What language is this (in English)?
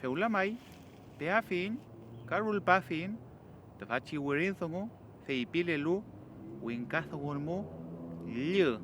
Mapuche